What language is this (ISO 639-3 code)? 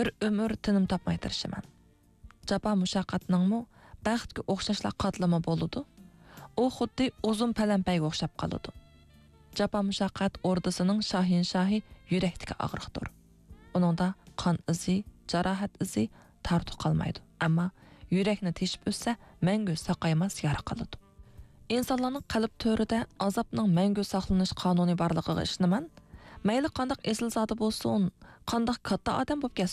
uig